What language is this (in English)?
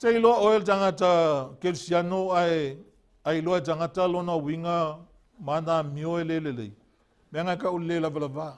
Samoan